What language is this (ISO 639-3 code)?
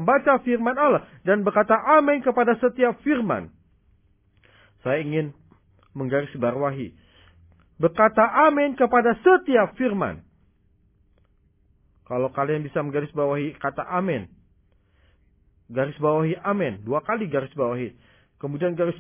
ind